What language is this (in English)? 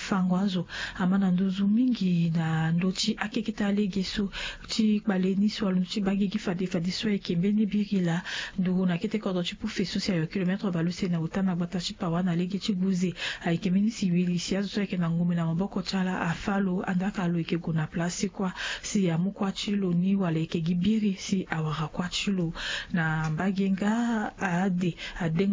Sango